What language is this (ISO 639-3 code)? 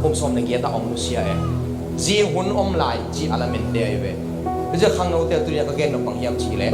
ctd